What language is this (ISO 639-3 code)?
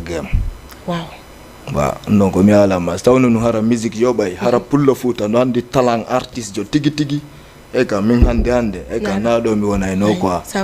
ful